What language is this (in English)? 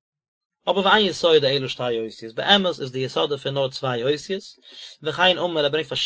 Yiddish